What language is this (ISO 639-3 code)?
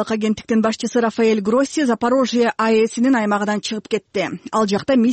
kir